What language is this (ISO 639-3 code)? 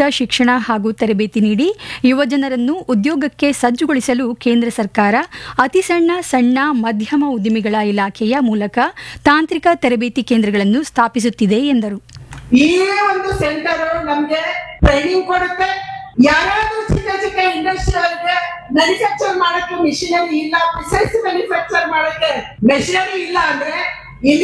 kan